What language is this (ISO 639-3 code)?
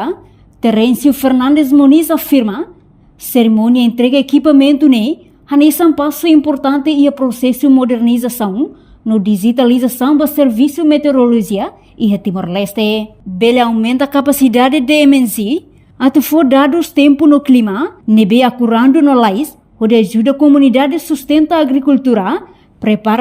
tet